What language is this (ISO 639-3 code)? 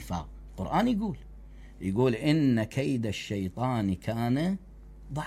acm